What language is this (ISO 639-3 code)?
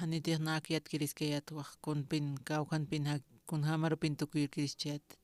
aym